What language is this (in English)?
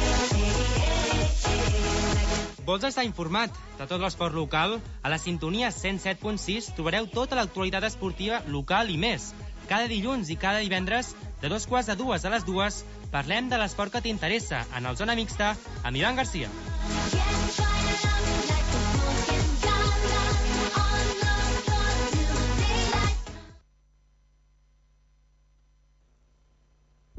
Catalan